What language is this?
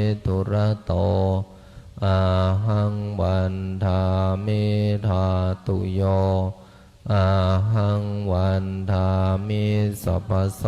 Pali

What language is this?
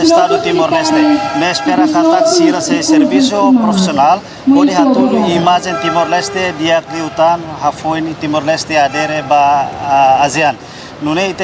Tetum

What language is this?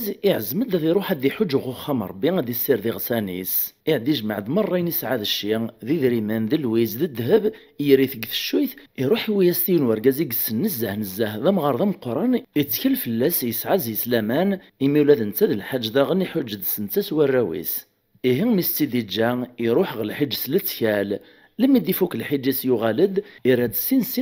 Kabyle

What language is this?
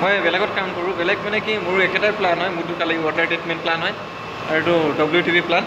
Assamese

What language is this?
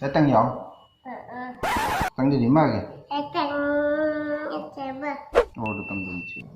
Madurese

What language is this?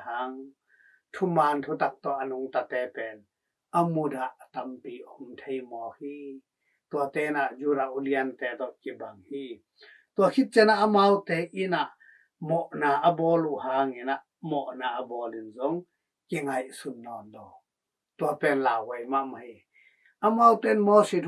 Tedim Chin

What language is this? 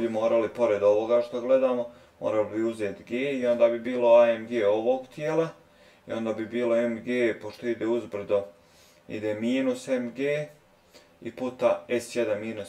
Croatian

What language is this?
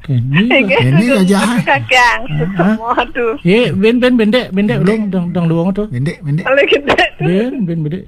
Balinese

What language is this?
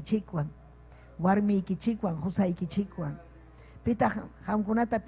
Ayacucho Quechua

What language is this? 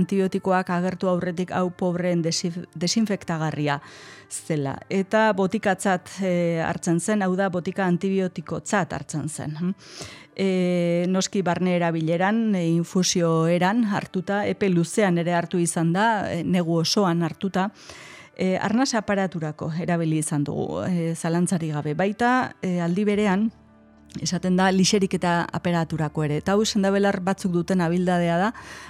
Basque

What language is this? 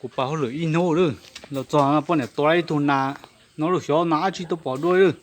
Hmong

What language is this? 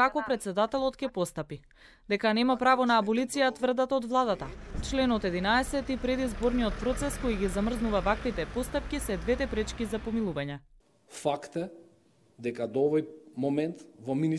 Macedonian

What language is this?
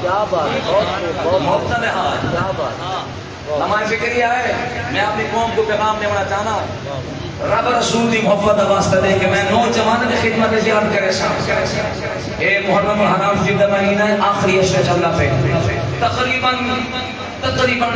Saraiki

